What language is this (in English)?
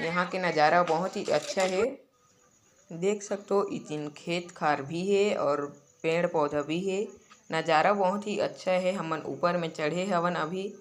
Chhattisgarhi